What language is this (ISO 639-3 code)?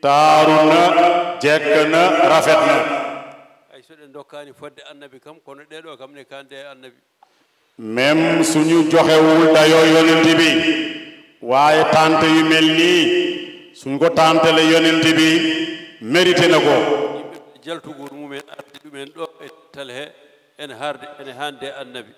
ful